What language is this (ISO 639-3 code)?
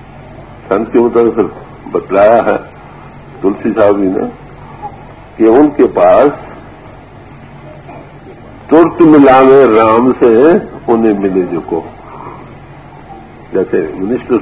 urd